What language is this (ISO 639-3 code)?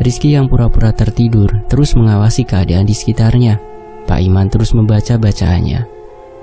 ind